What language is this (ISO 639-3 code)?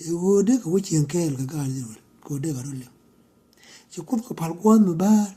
nus